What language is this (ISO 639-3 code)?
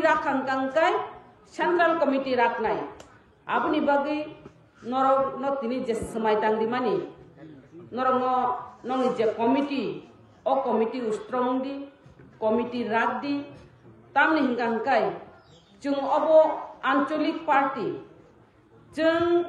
trp